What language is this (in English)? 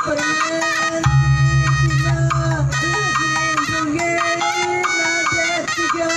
Batak Karo